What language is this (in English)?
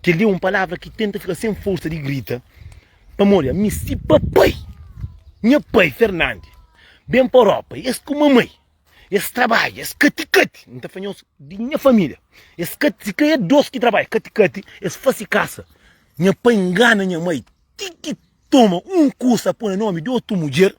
Kabuverdianu